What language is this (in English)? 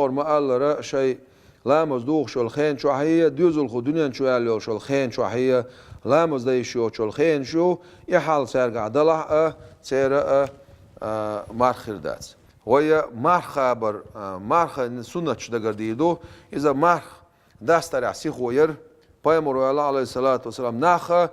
Chechen